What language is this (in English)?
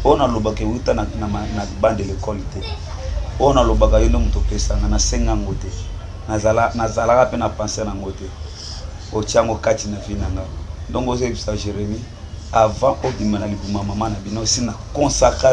Lingala